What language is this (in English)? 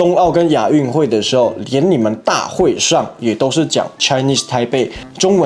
Chinese